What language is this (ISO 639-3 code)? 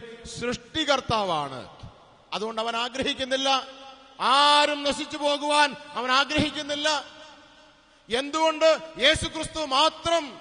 mal